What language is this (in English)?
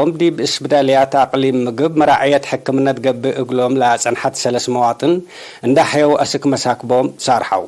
Tigre